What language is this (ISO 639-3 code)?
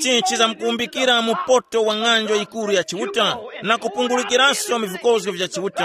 tum